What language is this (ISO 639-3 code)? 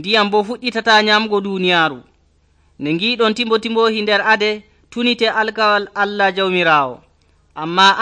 fuv